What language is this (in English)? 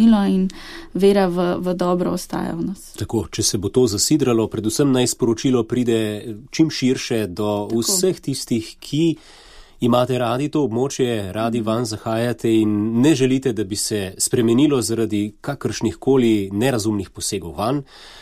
Slovenian